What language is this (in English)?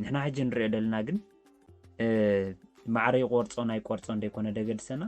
Tigrinya